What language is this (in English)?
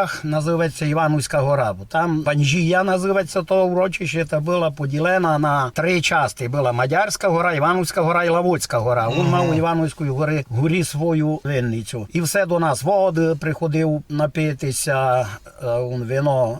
Rusyn